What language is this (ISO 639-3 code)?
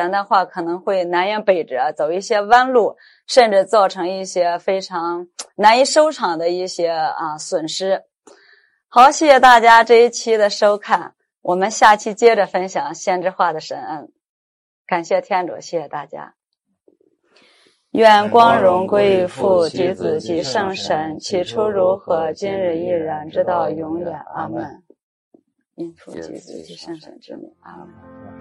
zho